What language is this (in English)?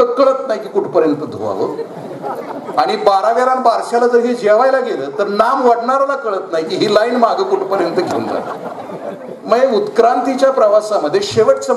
Marathi